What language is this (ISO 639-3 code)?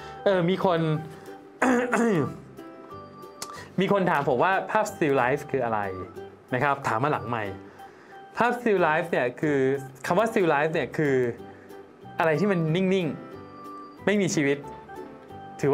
tha